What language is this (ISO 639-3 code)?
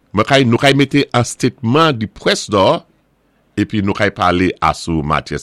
acf